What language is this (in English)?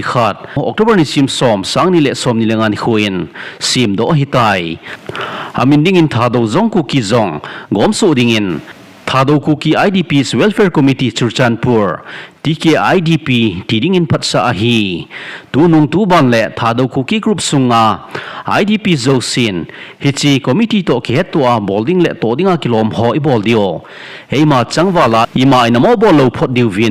Thado Chin